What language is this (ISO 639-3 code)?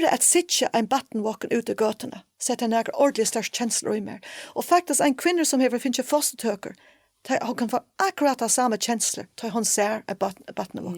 fao